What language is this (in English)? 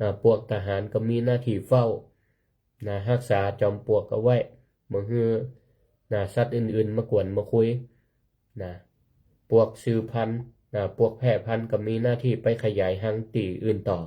Northern Thai